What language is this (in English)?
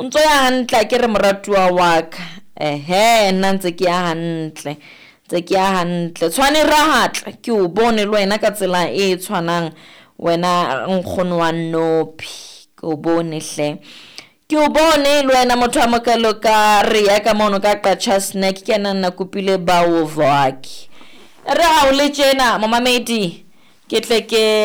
Southern Sotho